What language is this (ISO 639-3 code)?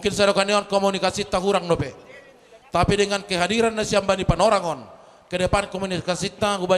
bts